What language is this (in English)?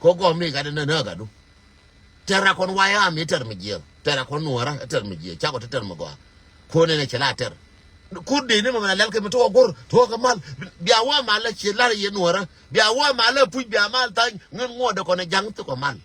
Nuer